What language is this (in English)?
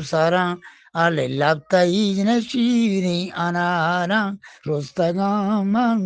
Eastern Balochi